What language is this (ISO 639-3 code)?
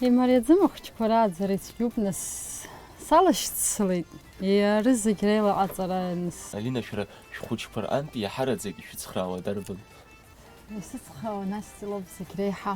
abk